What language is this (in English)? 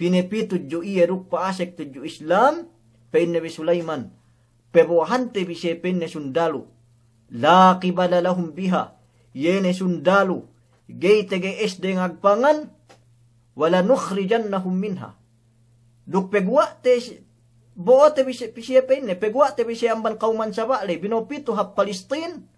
Yakan